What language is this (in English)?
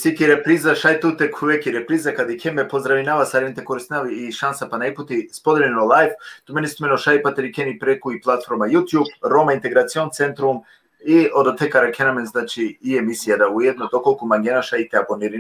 Balkan Romani